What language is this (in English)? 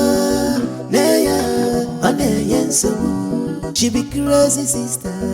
Nigerian Pidgin